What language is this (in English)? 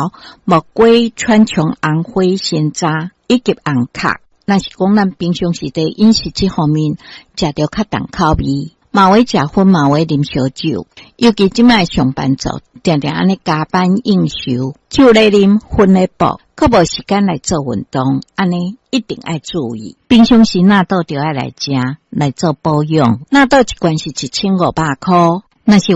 Min Nan Chinese